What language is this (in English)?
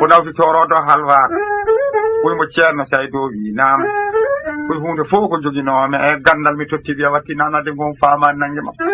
Fula